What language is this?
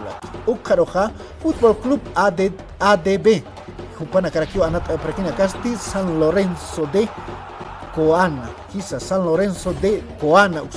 Aymara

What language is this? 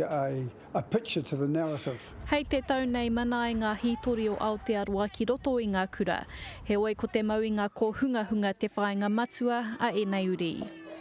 Māori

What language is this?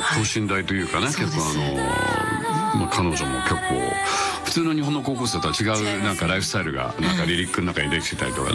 Japanese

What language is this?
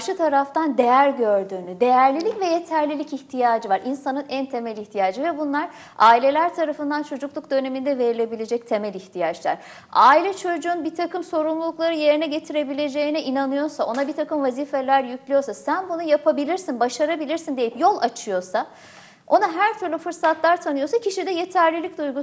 Turkish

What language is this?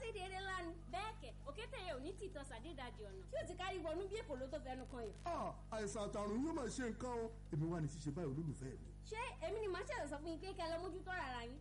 Yoruba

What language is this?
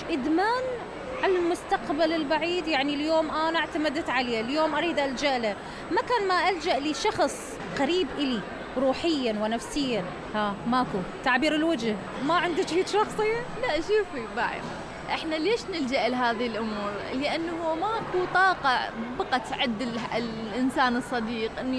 Mesopotamian Arabic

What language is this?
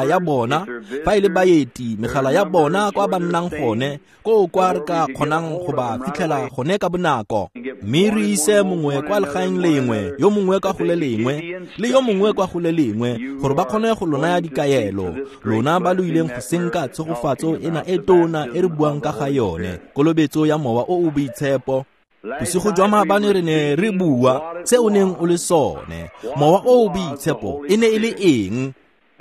Tswana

